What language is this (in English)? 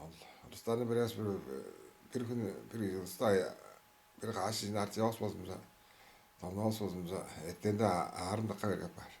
Tuvinian